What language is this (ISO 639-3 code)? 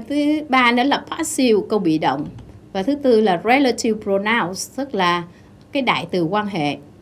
vie